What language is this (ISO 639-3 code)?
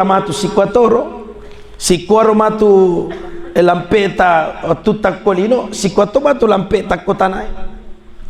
bug